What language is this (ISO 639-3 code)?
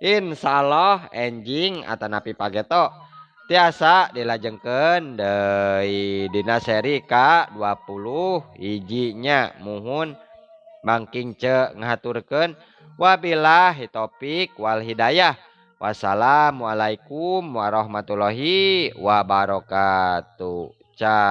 sun